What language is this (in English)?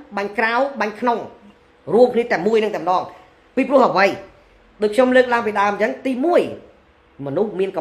Khmer